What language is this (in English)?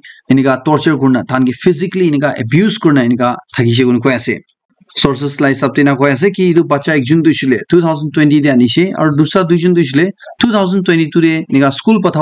Naga Pidgin